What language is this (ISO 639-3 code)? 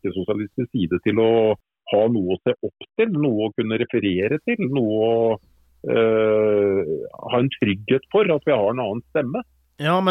nor